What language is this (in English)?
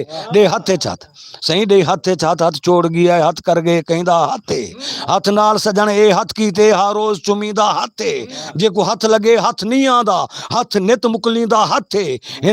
Saraiki